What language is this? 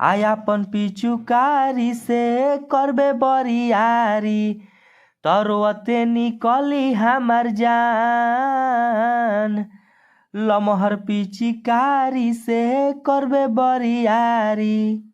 Bhojpuri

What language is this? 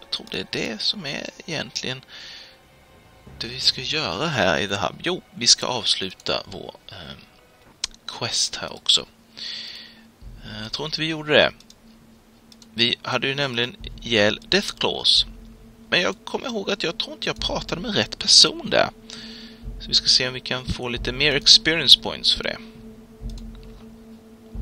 Swedish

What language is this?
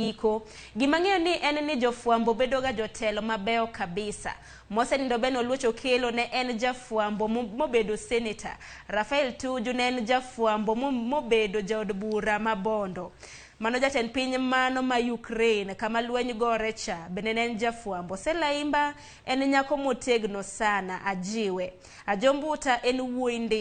Luo (Kenya and Tanzania)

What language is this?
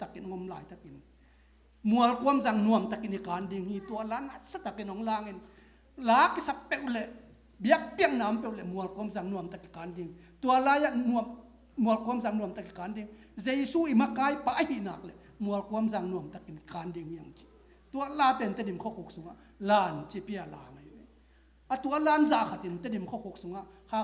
Tedim Chin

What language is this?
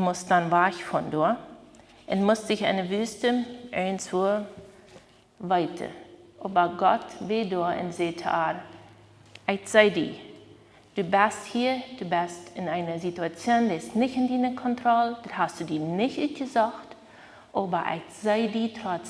Plautdietsch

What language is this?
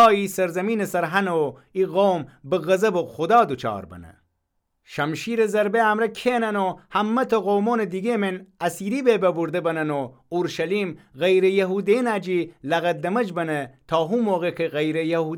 Gilaki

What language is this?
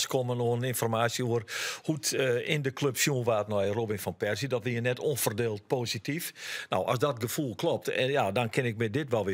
Western Frisian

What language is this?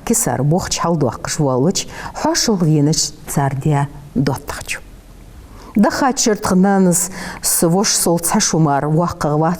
Ingush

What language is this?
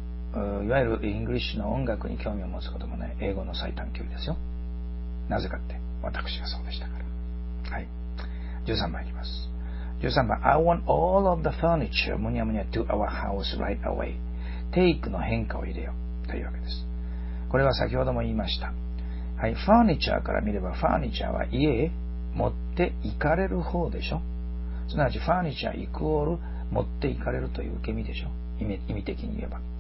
Japanese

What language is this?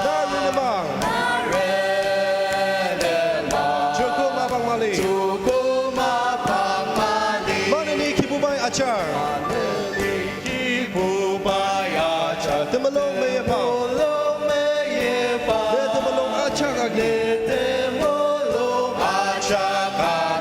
Ao Naga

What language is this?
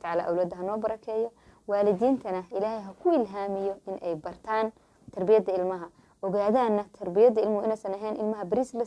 Somali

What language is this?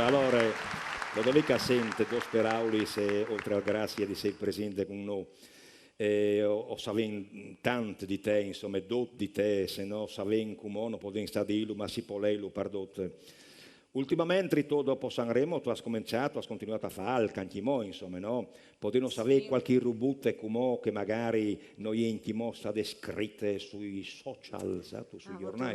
Friulian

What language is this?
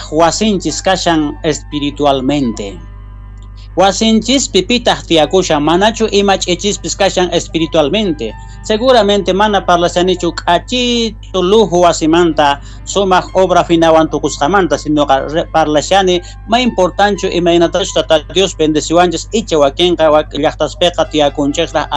South Bolivian Quechua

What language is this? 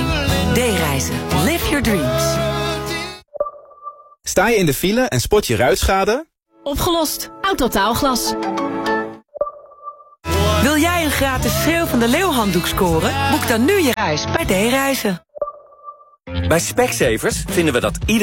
Dutch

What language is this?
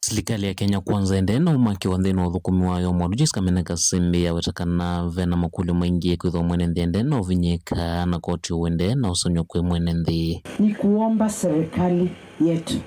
Kamba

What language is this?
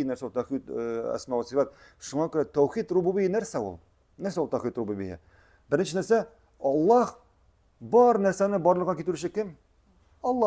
Tatar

